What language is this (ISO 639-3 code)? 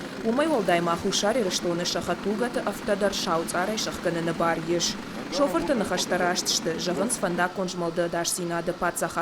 oss